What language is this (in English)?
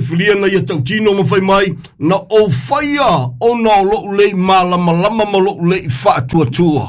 Samoan